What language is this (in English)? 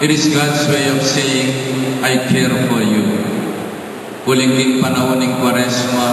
Pampanga